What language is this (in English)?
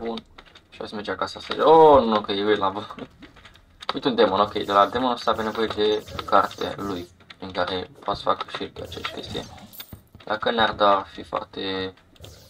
Romanian